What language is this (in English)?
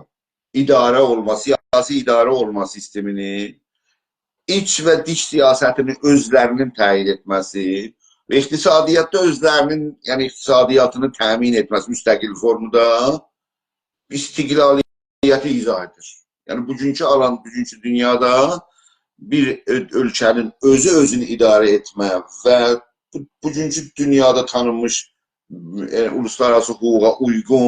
South Azerbaijani